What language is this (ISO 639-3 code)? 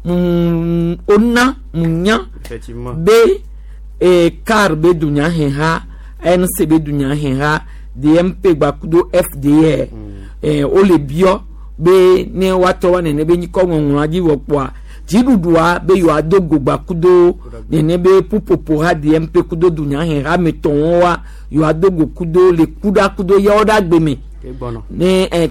gej